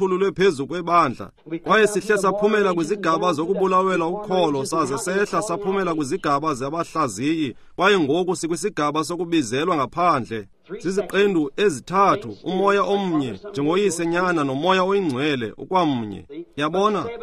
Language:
Xhosa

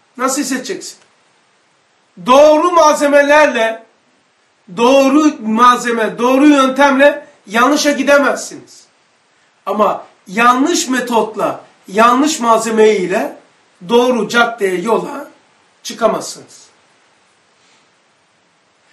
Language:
Turkish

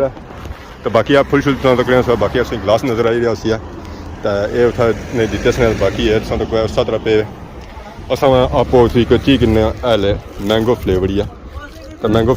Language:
Pahari-Potwari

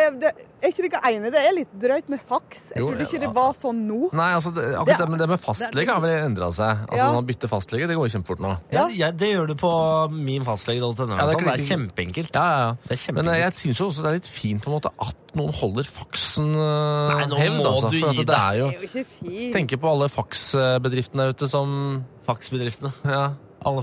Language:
Norwegian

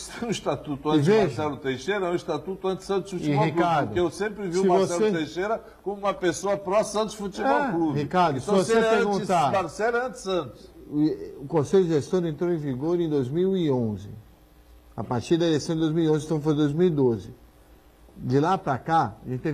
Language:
Portuguese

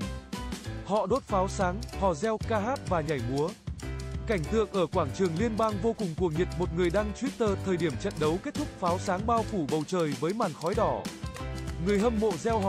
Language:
Vietnamese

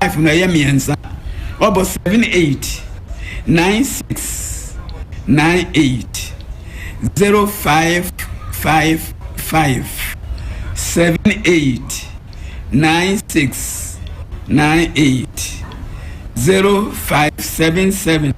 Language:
Akan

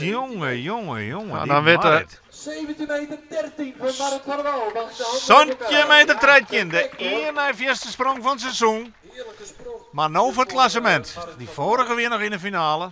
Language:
Western Frisian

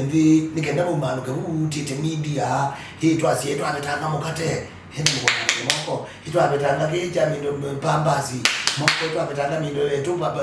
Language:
Kamba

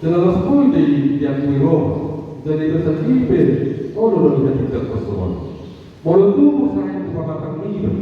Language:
Batak Toba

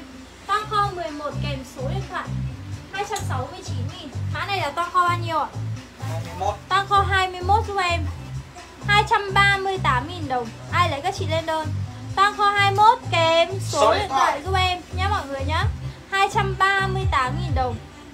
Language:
Vietnamese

